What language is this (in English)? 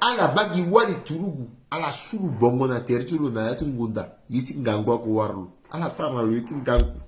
Sango